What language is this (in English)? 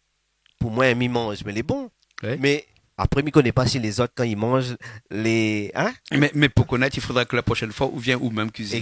Réunion Creole French